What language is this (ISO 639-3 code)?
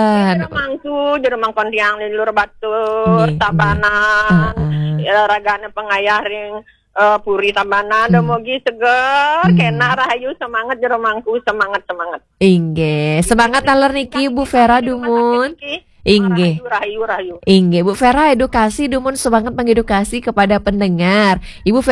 ban